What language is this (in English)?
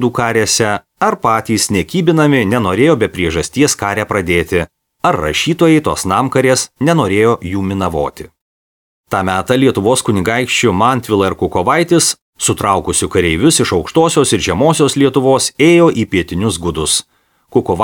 Lithuanian